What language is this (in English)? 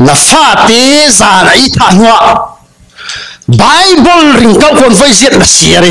Falam Chin